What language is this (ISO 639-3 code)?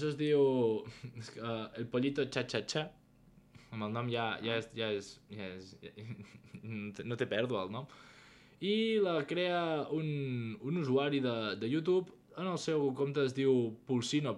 cat